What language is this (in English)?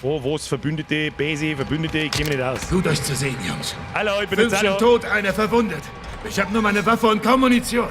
Bavarian